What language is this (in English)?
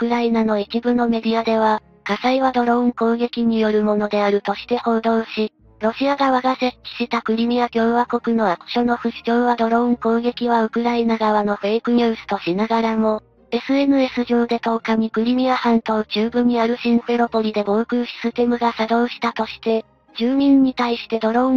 Japanese